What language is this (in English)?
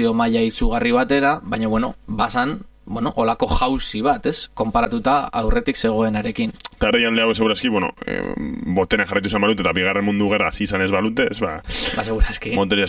Basque